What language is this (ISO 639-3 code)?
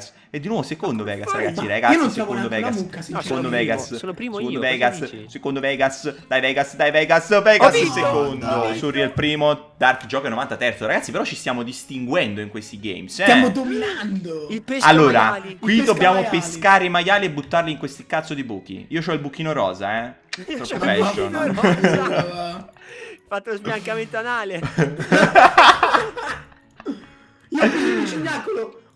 ita